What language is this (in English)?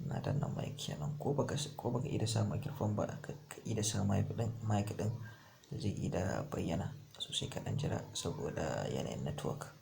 Hausa